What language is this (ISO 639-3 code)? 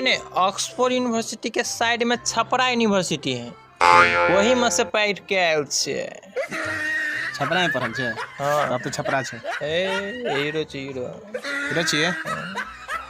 mai